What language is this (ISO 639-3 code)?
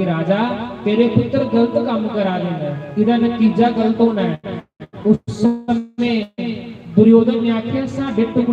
doi